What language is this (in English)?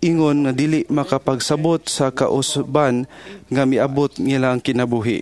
Cebuano